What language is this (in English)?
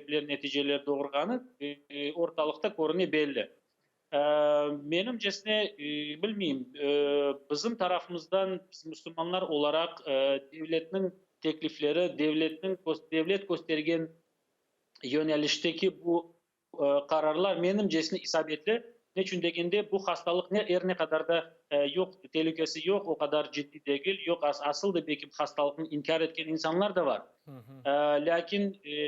Crimean Tatar